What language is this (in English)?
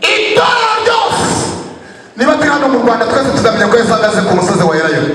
Kinyarwanda